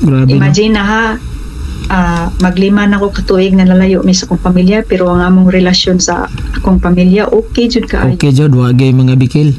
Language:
Cebuano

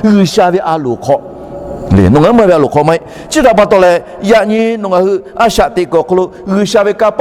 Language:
Lahu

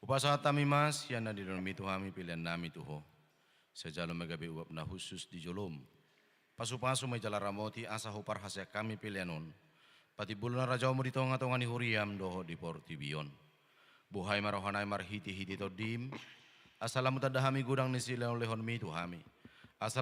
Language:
Batak Toba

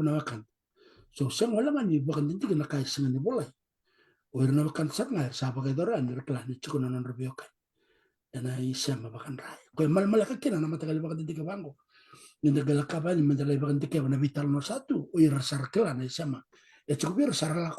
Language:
Fijian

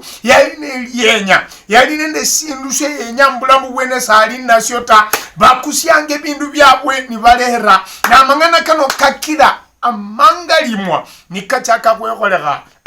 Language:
Luyia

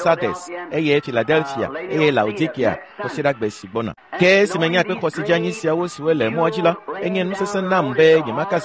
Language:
Ewe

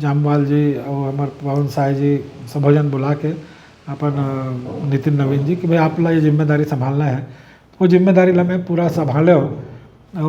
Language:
Chhattisgarhi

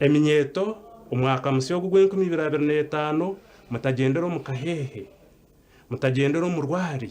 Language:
Nyankole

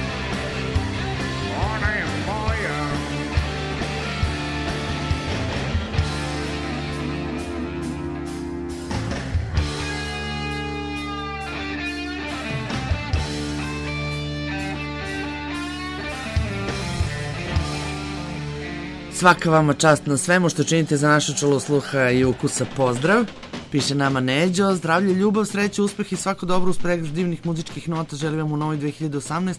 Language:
Serbian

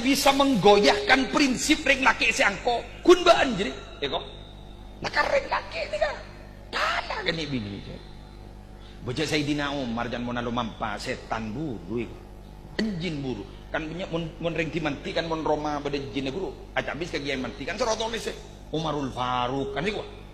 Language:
Madurese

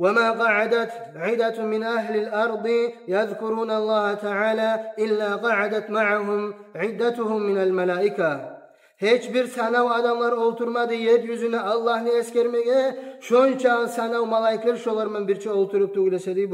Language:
Kumyk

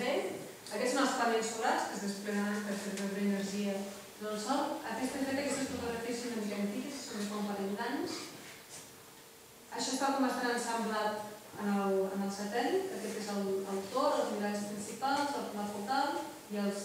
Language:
Catalan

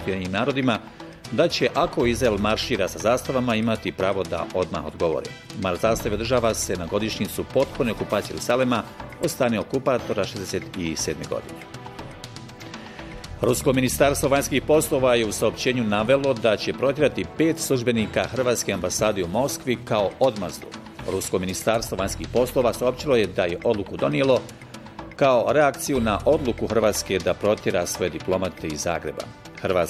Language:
Bosnian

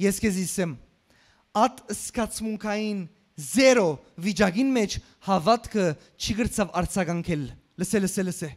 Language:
Western Armenian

